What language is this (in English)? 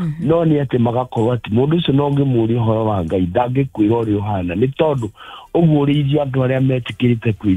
Kikuyu